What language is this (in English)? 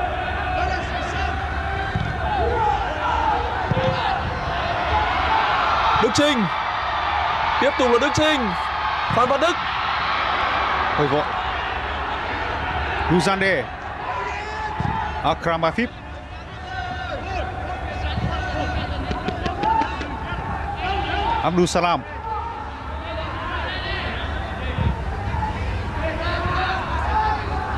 Vietnamese